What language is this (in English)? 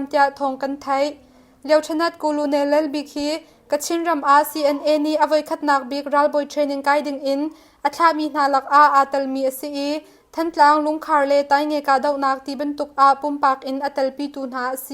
Hakha Chin